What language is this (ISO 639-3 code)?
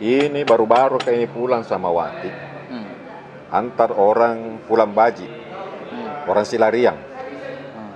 mfp